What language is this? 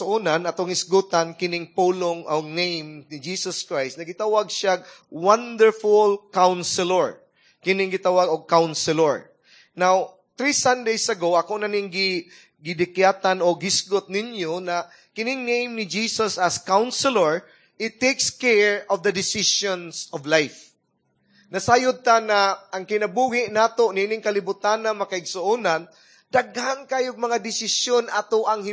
Cebuano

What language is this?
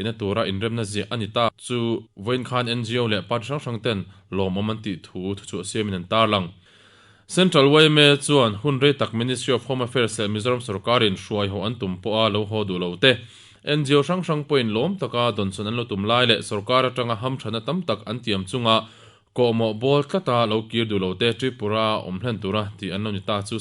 Mizo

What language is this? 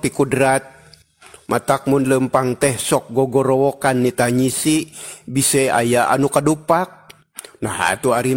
Sundanese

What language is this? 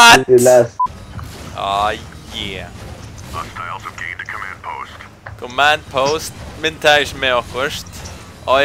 Faroese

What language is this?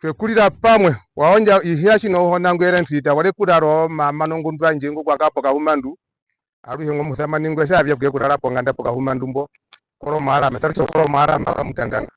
Herero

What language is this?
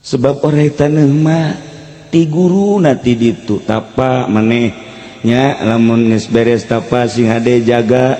Sundanese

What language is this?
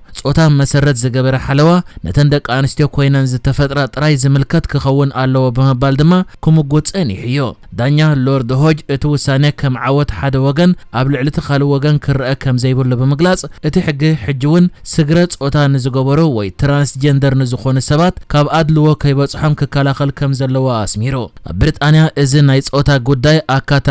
Tigrinya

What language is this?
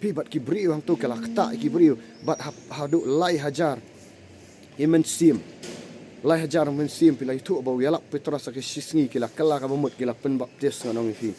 Khasi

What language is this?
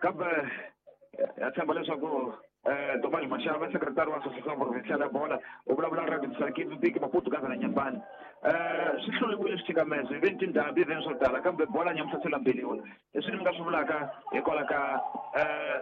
Tsonga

